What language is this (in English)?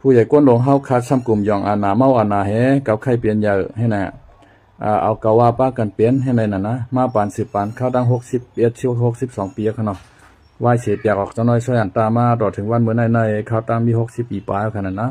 Shan